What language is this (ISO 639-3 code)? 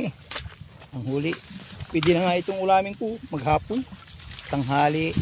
pag